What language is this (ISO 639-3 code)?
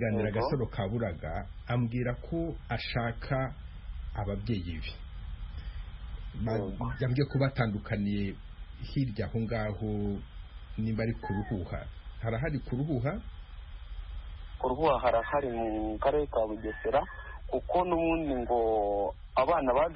kin